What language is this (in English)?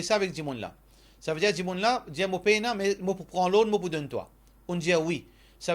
Morisyen